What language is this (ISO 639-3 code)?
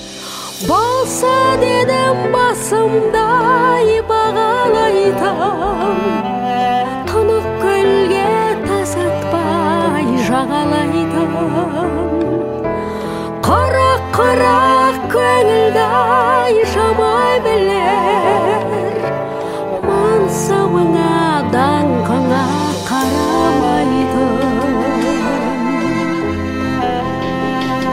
kaz